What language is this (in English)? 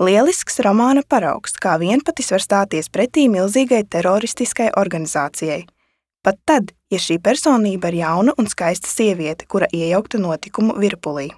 Latvian